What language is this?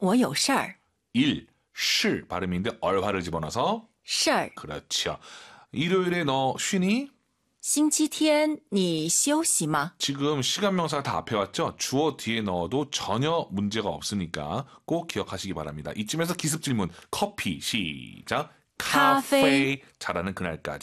Korean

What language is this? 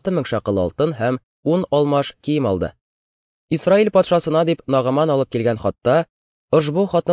Tatar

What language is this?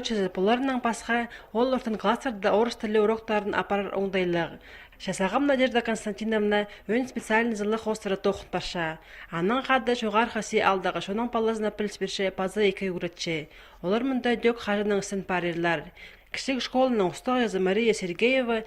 Khakas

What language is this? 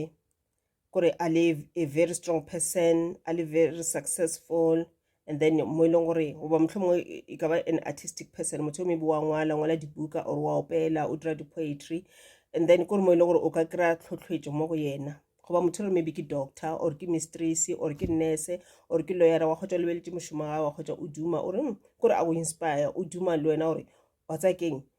Northern Sotho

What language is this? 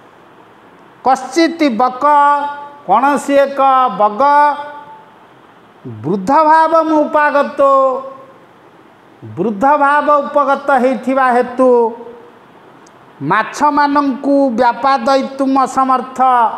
Odia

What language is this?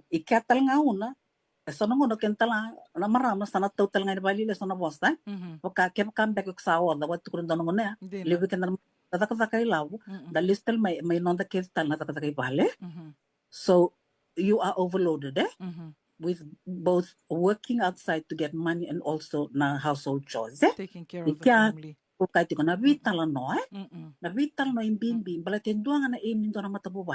Fijian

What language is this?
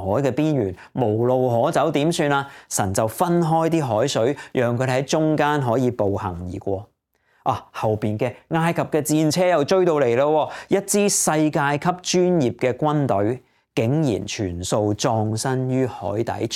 Cantonese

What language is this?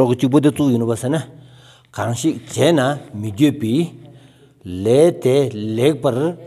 Stod Bhoti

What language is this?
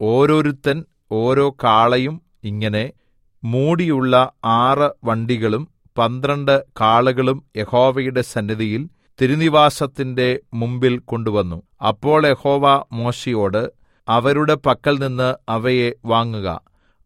Malayalam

